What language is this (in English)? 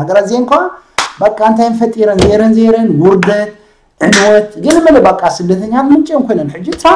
Tigrinya